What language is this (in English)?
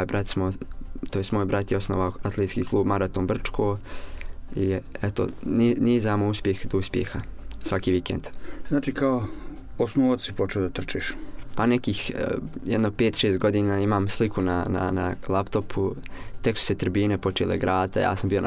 Bosnian